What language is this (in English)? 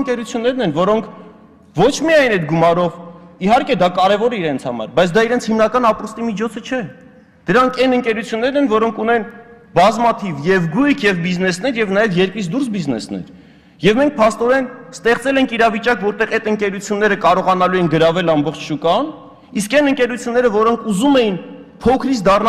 Armenian